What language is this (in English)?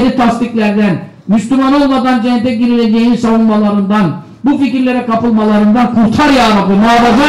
Turkish